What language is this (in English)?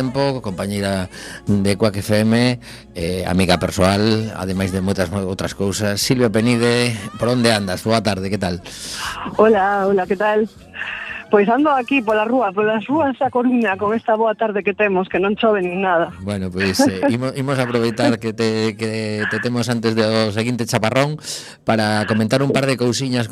Galician